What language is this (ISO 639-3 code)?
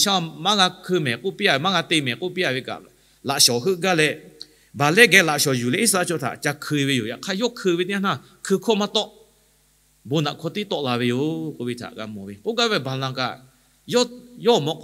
lhu